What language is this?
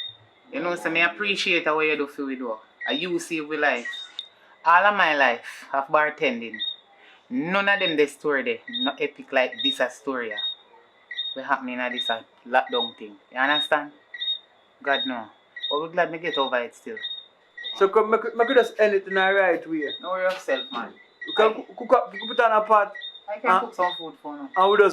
Jamaican Creole English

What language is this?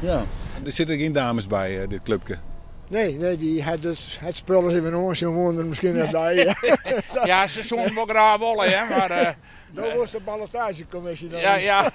Western Frisian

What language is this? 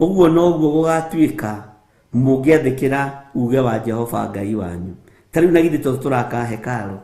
Kikuyu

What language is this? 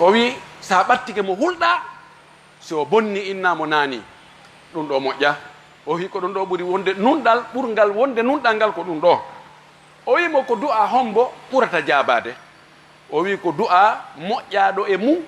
Fula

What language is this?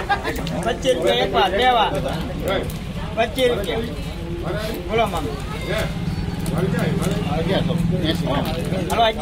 Gujarati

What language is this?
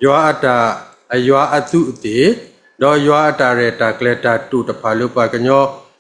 S'gaw Karen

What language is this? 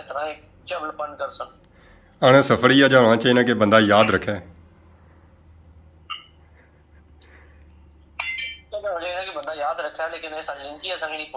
Pahari-Potwari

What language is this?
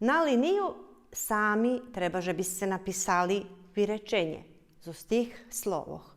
Rusyn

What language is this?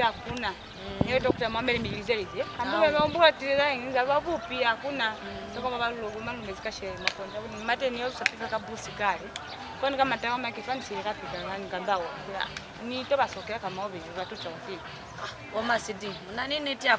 Lozi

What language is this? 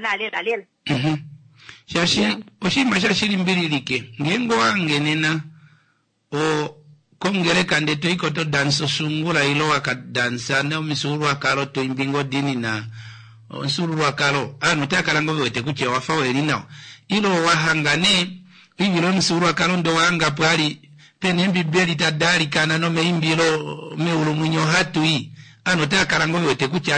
Kuanyama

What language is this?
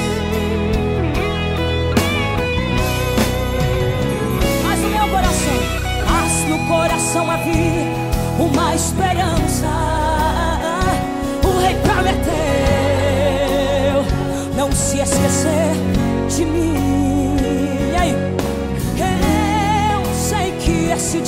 Portuguese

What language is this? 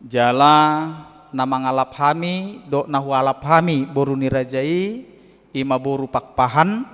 Batak Toba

